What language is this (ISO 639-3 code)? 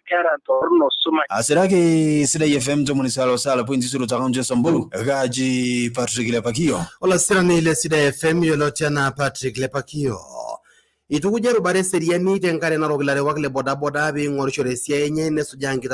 mas